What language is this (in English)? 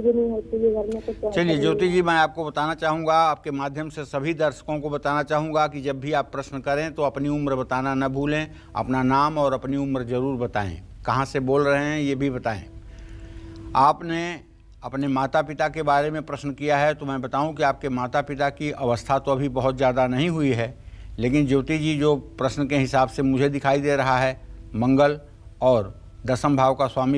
Hindi